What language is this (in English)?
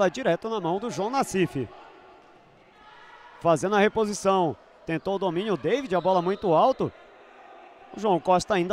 Portuguese